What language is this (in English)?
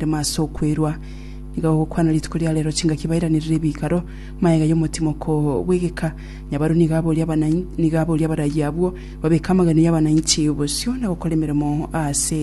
Gusii